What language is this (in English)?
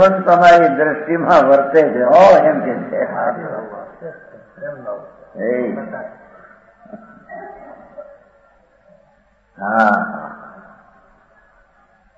Gujarati